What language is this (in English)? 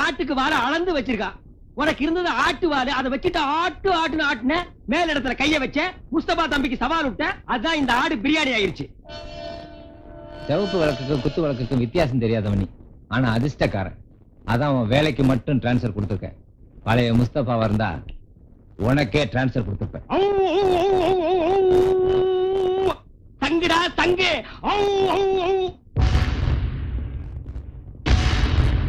Tamil